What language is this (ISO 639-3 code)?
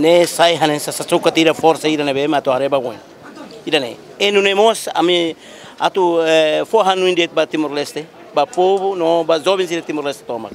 tet